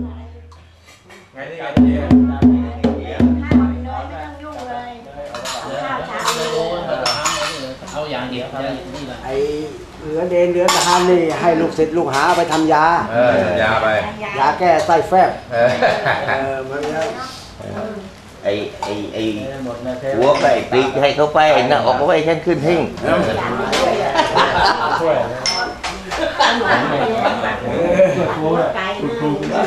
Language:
Thai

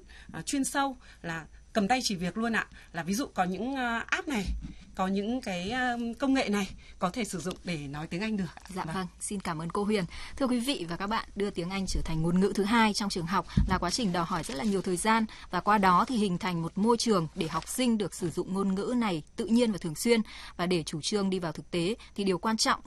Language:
Vietnamese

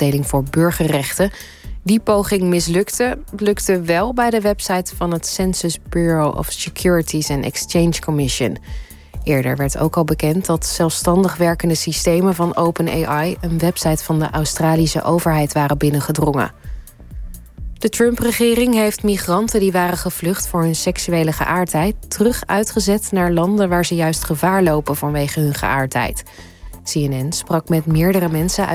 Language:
Dutch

